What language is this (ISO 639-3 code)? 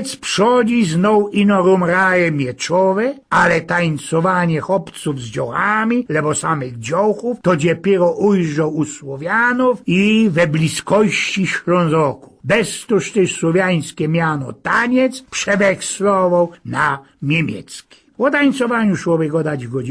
szl